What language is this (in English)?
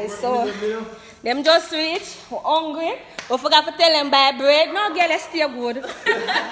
Jamaican Creole English